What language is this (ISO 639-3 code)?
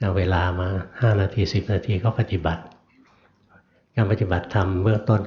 tha